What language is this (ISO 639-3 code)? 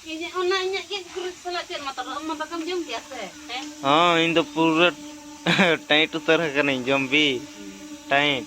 sat